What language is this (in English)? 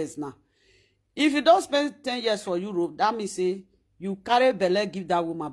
Nigerian Pidgin